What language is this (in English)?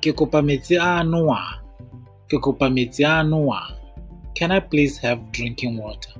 Tswana